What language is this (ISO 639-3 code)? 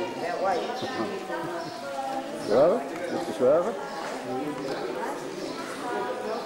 nld